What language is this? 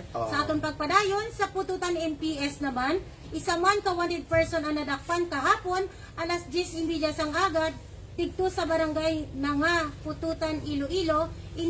Hiligaynon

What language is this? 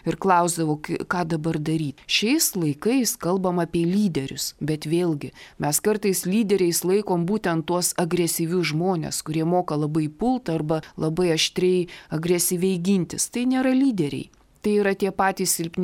Lithuanian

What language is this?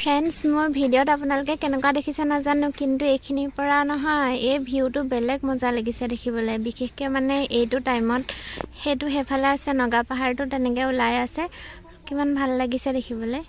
Assamese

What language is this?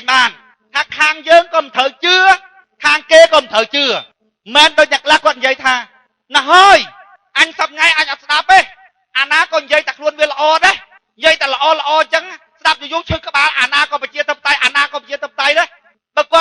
Khmer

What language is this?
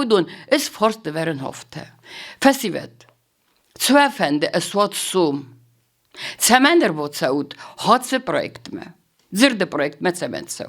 Ossetic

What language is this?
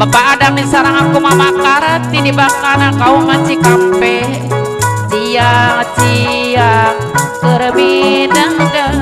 Sundanese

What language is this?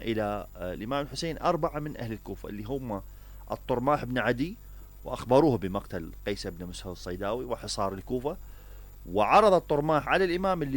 Mesopotamian Arabic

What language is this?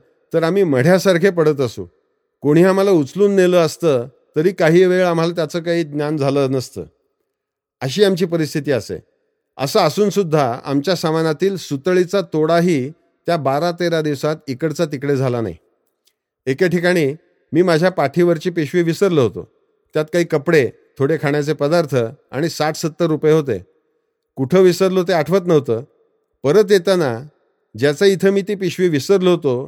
Marathi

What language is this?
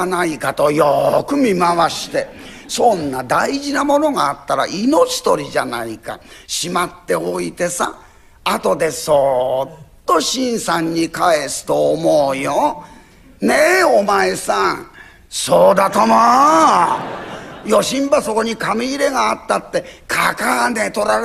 Japanese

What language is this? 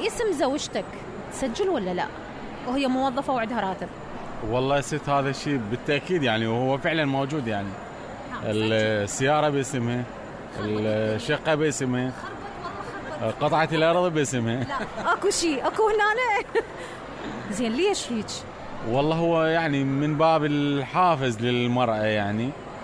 Mesopotamian Arabic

